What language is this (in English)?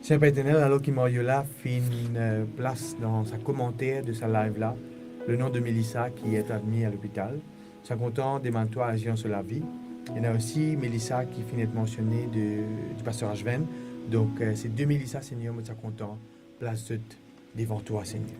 Morisyen